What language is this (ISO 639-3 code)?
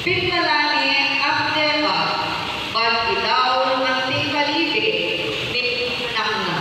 pam